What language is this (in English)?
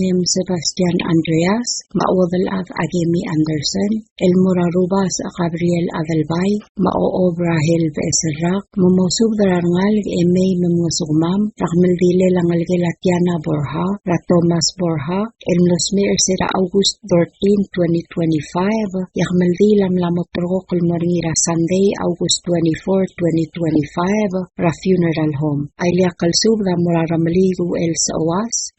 Palauan